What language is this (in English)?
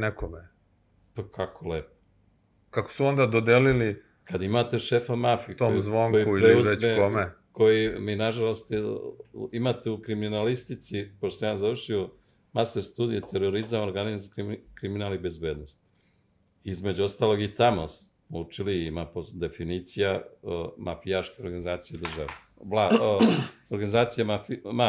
Serbian